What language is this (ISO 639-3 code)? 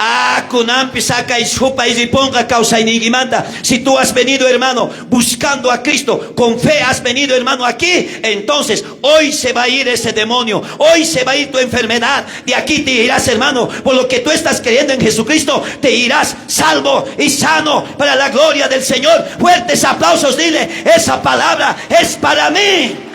quh